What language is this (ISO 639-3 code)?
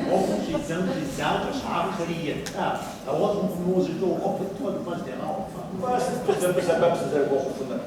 kbd